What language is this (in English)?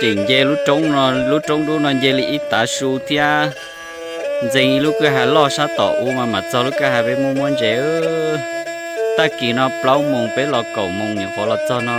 Hmong